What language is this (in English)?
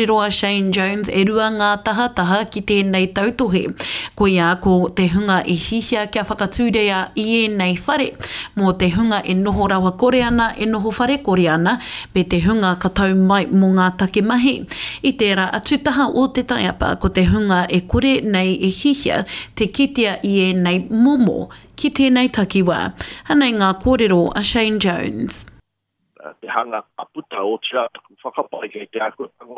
Māori